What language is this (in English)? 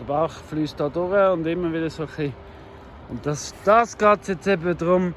Swiss German